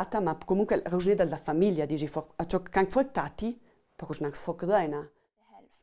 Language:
Ladin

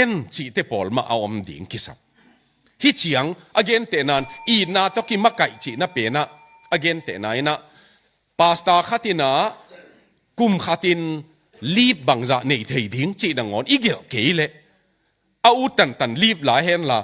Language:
Tedim Chin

